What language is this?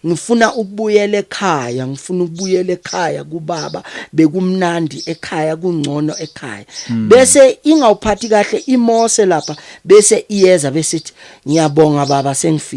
Zulu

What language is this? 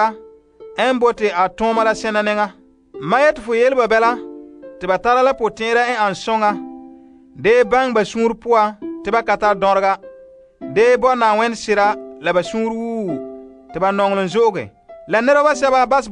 Frafra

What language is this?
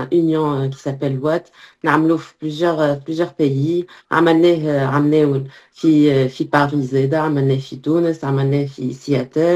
Tunisian Arabic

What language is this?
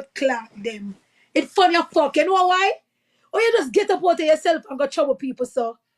Jamaican Creole English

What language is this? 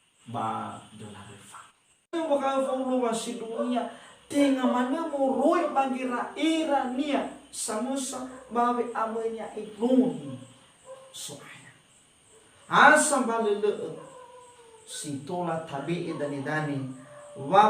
Nias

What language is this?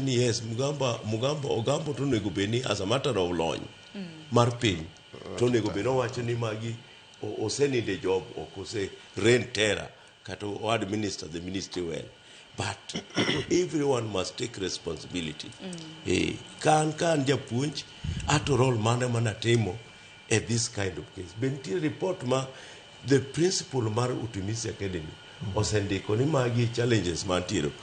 Luo (Kenya and Tanzania)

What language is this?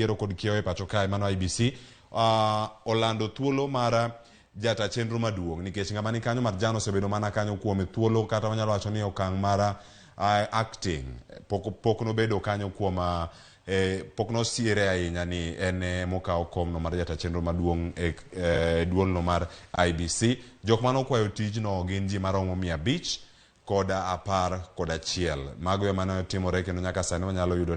Luo (Kenya and Tanzania)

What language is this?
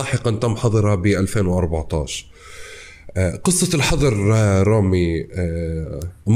North Levantine Arabic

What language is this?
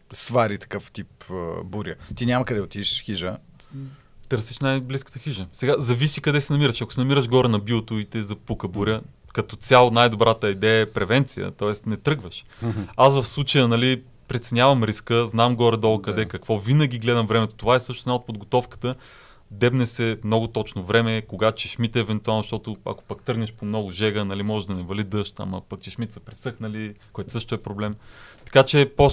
Bulgarian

